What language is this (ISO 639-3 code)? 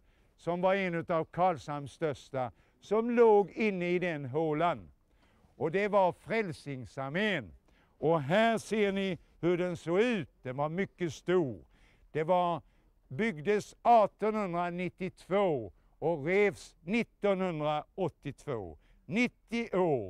swe